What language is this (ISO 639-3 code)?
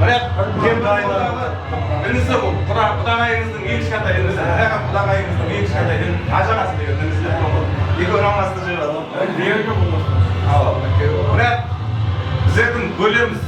kaa